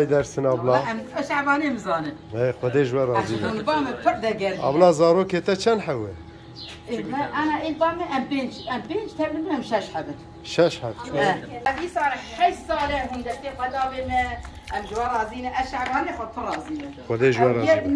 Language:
Kurdish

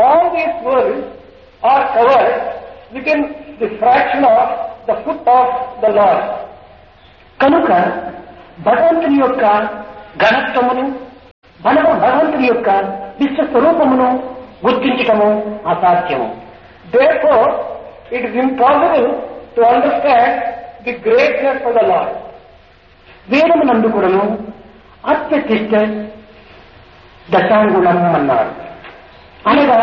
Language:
Telugu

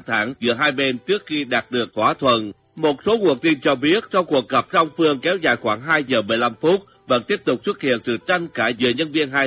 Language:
Vietnamese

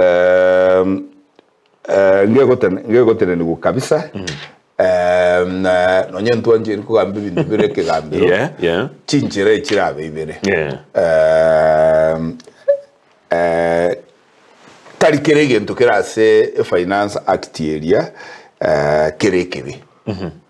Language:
Gusii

